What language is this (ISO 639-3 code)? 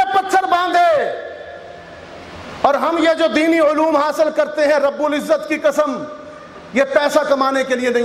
urd